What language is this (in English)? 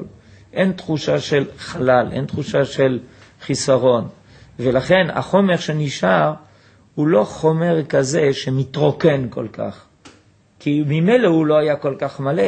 Hebrew